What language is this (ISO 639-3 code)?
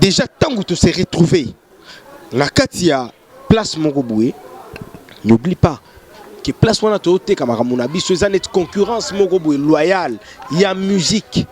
lin